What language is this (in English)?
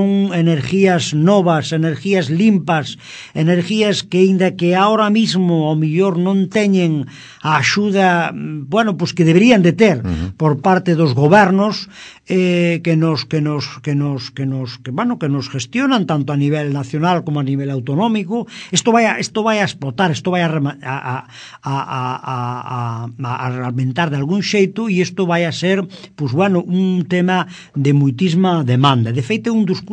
Galician